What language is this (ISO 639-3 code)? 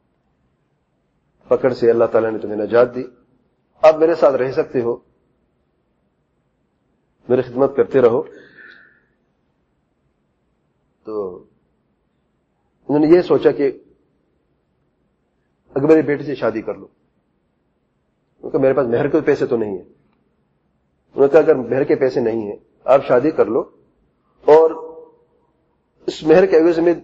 urd